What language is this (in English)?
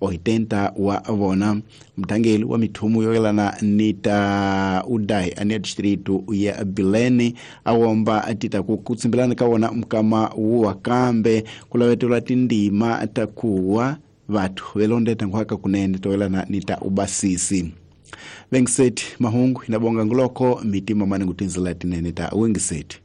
Tsonga